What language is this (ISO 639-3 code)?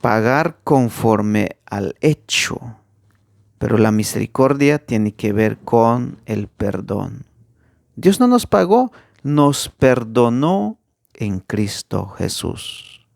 tzh